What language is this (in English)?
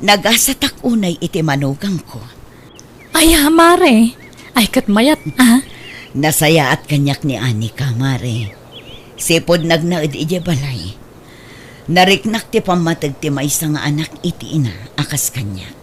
Iloko